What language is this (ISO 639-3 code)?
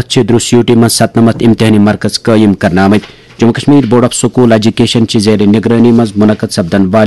kas